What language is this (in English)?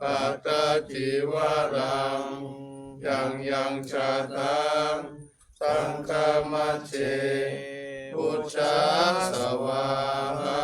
Pali